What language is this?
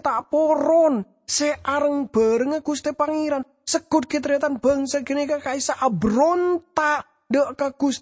Madurese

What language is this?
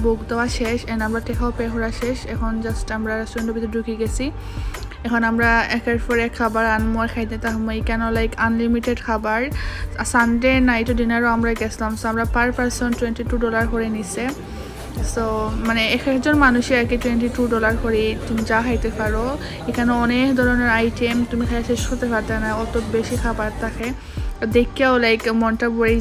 Sylheti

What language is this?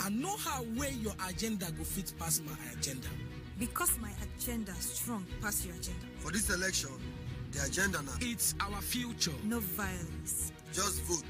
Nigerian Pidgin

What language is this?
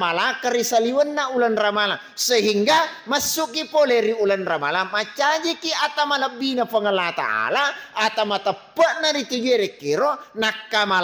Buginese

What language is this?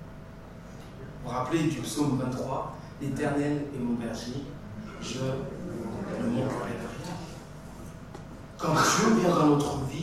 French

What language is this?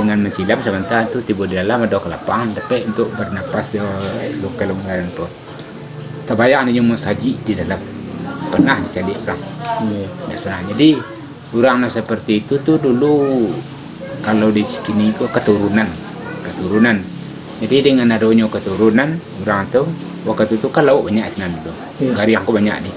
Minangkabau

